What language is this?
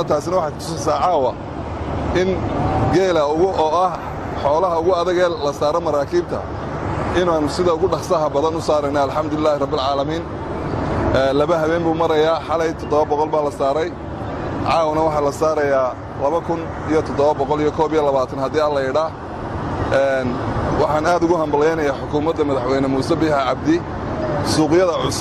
Somali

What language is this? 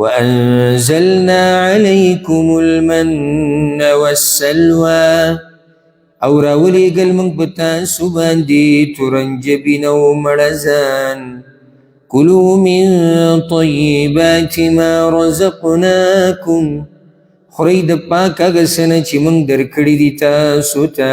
Pashto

